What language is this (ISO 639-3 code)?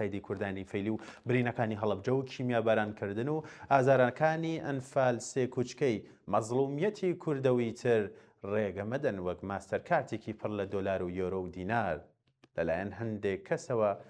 ckb